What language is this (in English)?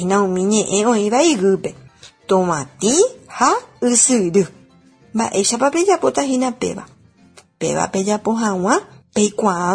Guarani